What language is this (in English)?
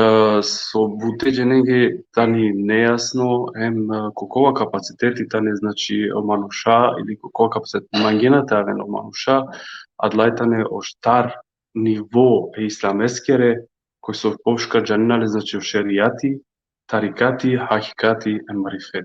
Balkan Romani